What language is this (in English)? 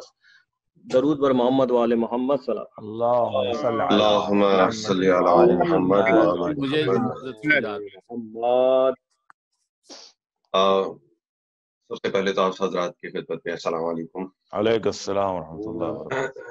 Urdu